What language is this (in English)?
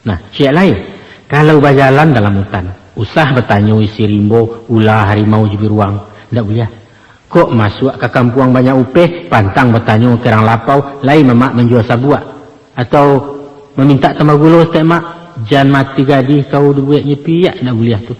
Minangkabau